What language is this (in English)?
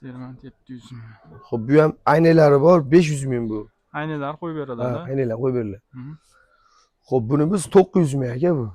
Uzbek